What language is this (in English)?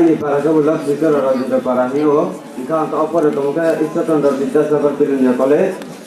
Riang (India)